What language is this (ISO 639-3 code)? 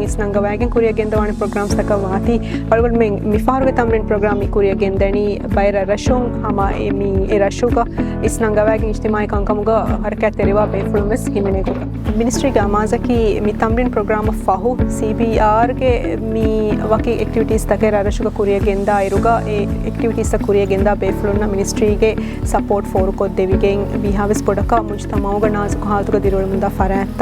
div